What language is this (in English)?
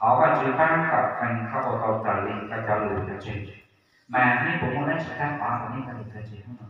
Hmong